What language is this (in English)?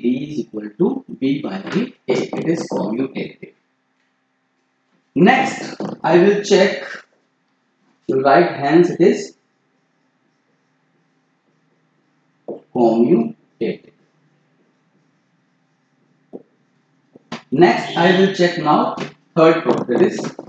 English